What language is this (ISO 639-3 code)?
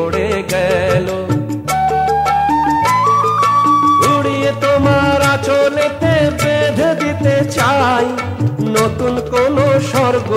ben